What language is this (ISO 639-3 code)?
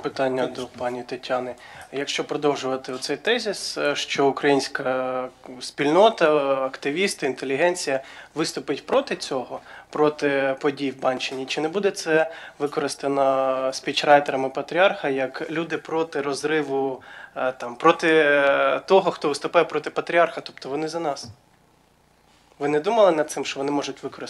ukr